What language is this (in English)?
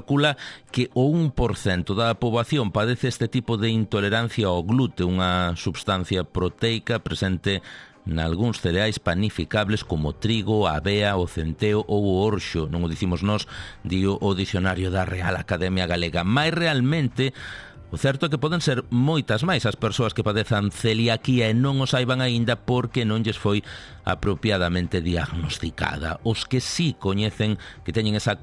Galician